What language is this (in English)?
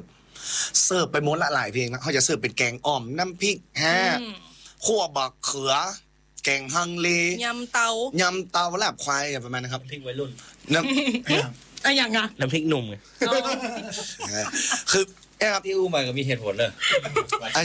Thai